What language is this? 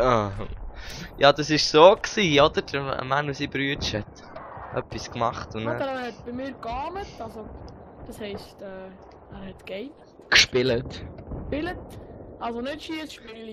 Swiss German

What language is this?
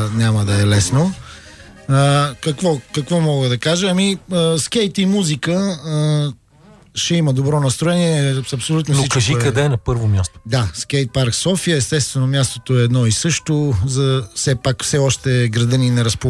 Bulgarian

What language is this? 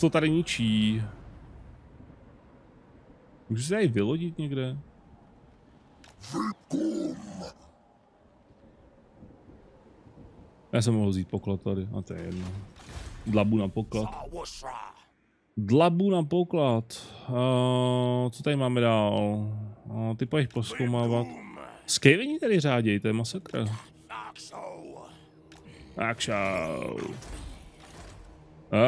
Czech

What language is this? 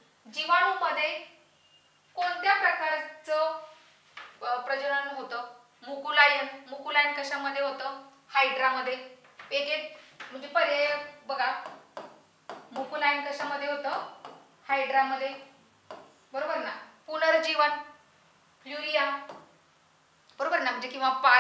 Marathi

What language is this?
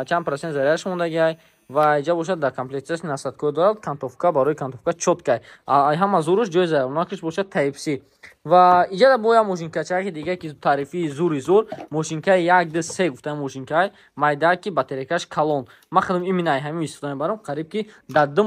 Tajik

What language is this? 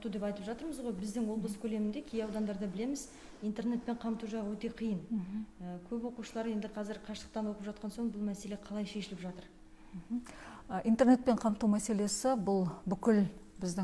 Kazakh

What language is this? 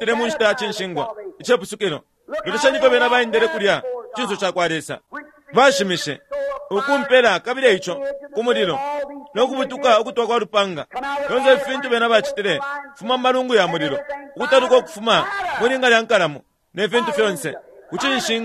Bemba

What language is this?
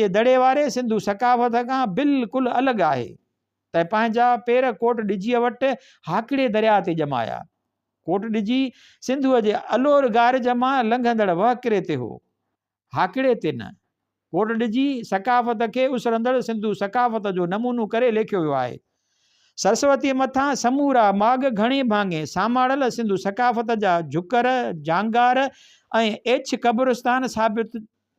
Sindhi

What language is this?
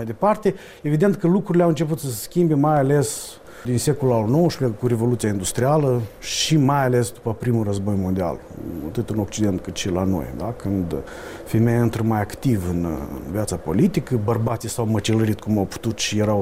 Romanian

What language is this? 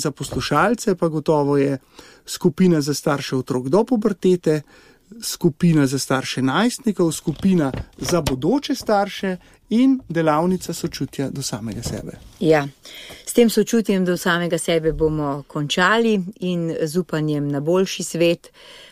Slovenian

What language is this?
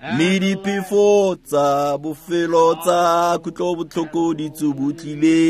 Tswana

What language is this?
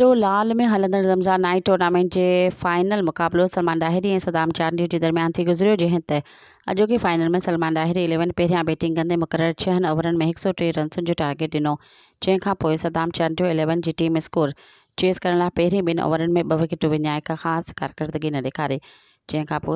Sindhi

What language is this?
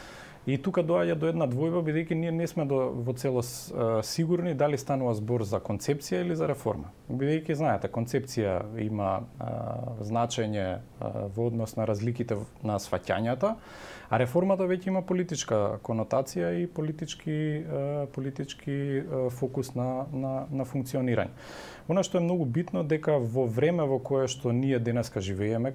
Macedonian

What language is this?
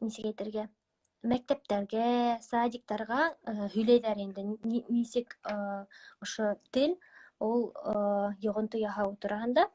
Bashkir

